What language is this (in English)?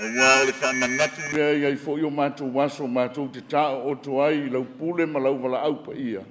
Samoan